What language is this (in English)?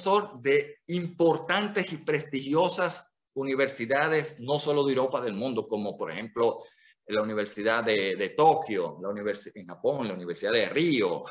Spanish